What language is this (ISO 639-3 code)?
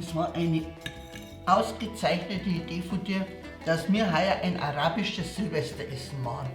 bar